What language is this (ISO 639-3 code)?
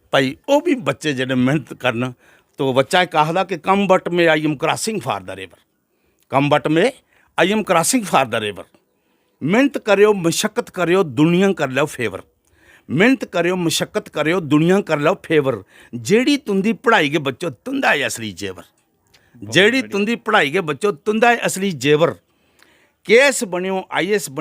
doi